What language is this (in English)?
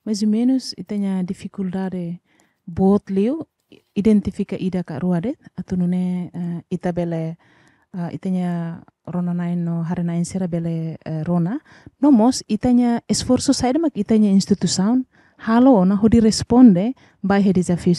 Tetum